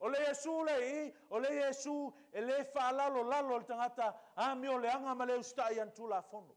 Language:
Samoan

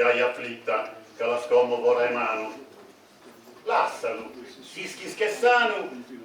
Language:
Sardinian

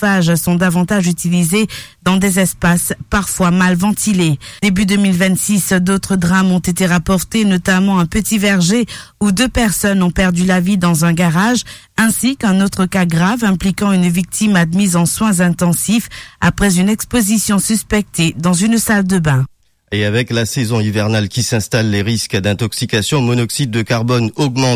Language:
French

